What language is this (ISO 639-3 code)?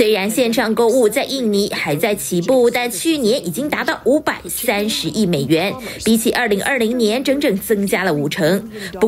zho